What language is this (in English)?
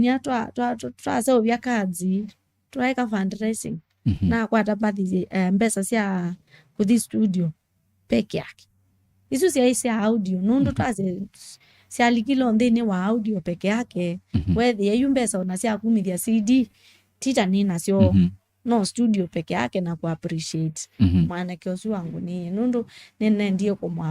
Kamba